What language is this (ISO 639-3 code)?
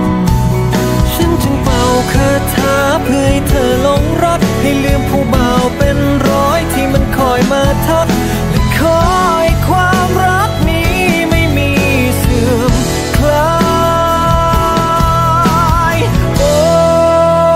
tha